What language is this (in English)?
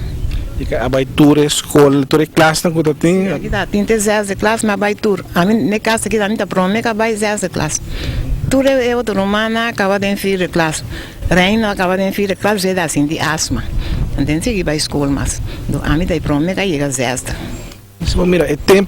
Papiamento